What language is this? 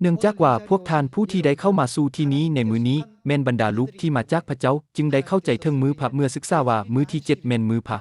Lao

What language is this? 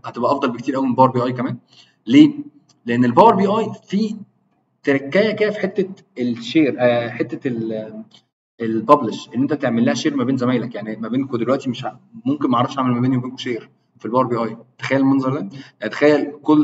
Egyptian Arabic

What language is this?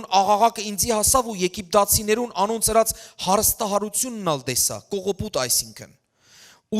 Western Armenian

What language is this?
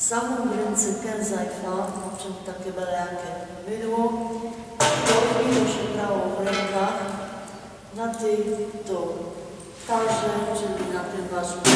Silesian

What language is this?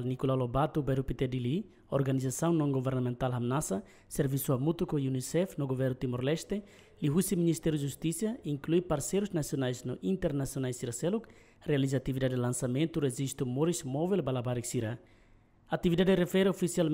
Tetum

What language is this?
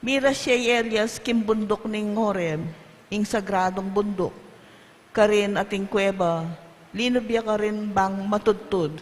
Pampanga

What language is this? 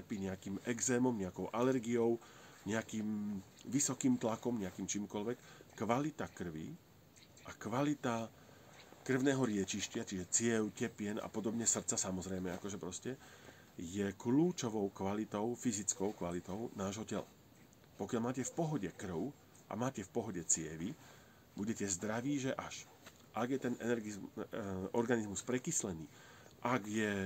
Slovak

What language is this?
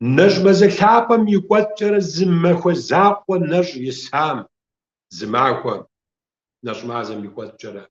Kabardian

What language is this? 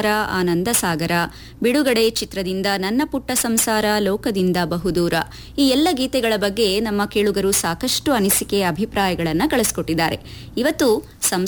Kannada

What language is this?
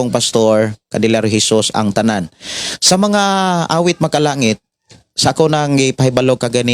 Cebuano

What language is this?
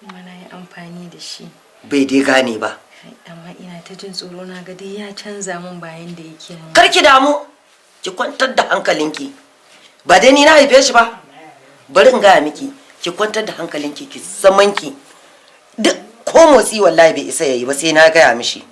Hausa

